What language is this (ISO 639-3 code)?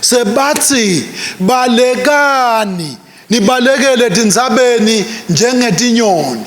ssw